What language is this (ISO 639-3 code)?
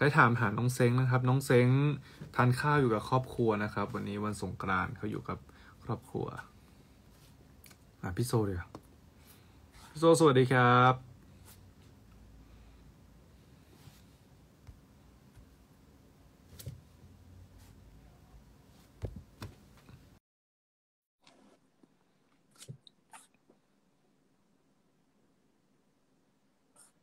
tha